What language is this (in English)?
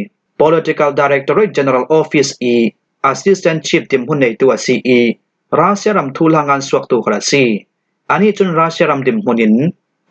Falam Chin